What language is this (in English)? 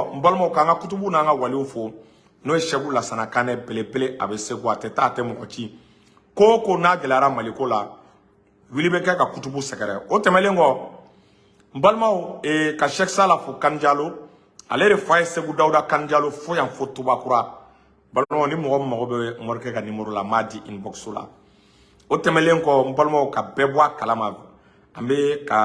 Bambara